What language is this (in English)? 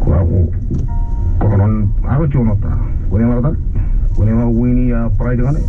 Marshallese